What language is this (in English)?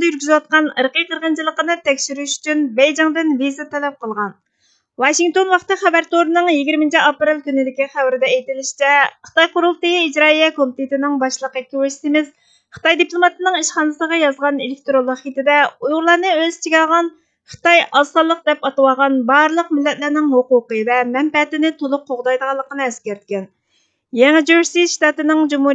Uyghur